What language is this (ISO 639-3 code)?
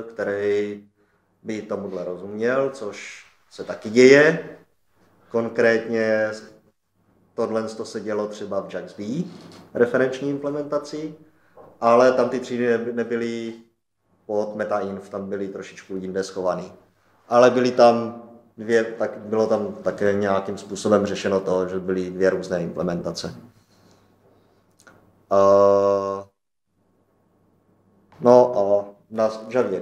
ces